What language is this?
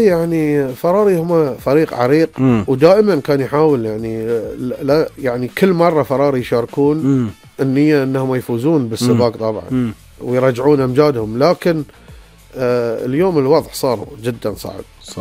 Gulf Arabic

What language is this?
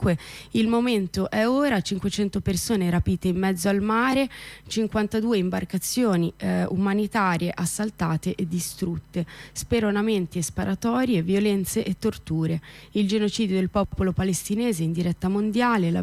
Italian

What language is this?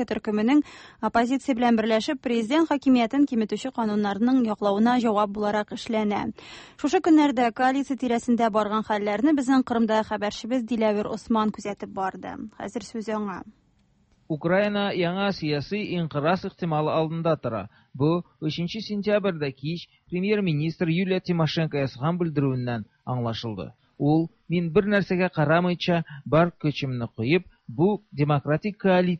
Tatar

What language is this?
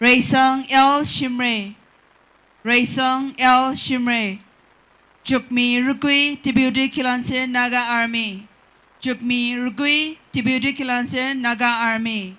Tangkhul Naga (India)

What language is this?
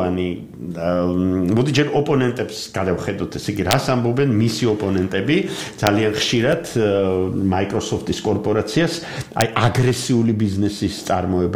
Georgian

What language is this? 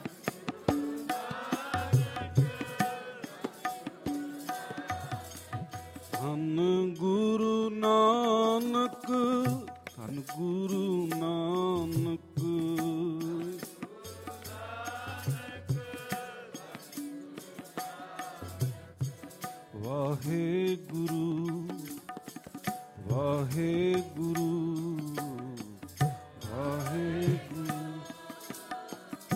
Punjabi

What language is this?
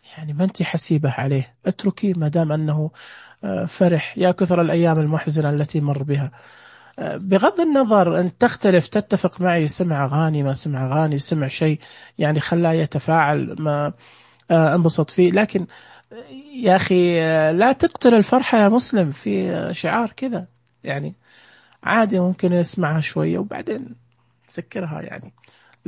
Najdi Arabic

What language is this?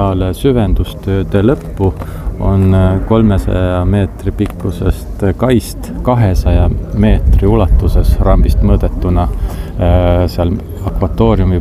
Estonian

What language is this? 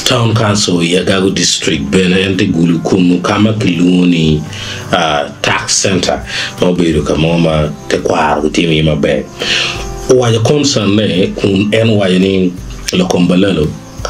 Acoli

